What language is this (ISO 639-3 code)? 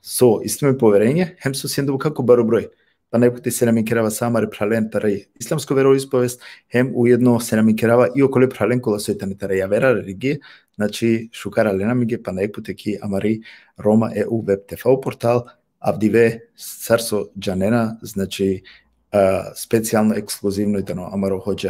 rmn